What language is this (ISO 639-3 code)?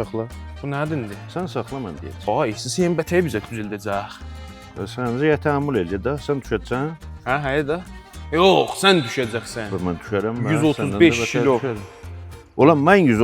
azb